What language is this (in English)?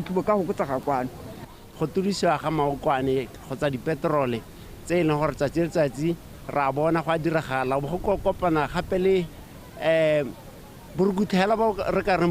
Tswana